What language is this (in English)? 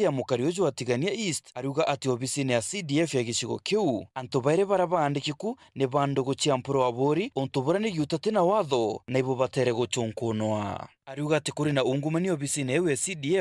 Meru